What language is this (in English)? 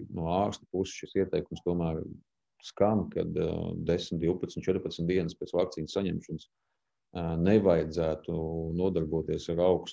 Latvian